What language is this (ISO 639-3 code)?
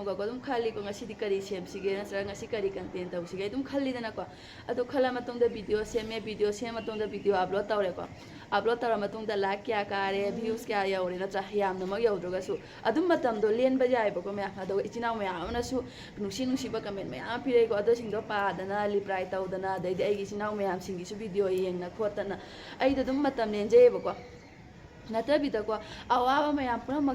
mni